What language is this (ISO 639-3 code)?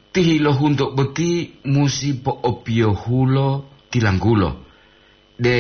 gor